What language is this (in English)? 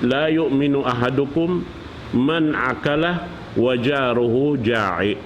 Tausug